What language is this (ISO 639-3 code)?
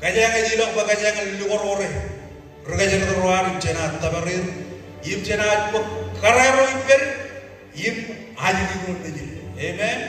mah